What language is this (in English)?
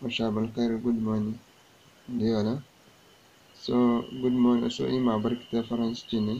Zarma